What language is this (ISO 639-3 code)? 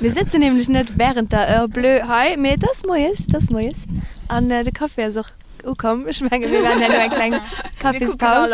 ltz